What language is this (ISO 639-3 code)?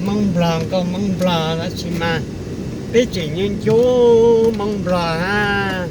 hmn